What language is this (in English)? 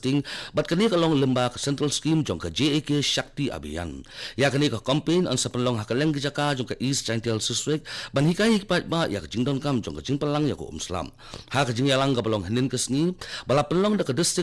Khasi